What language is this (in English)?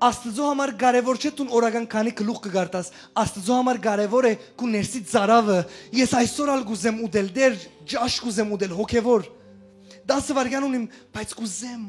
Western Armenian